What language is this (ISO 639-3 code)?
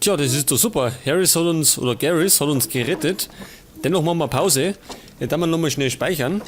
bar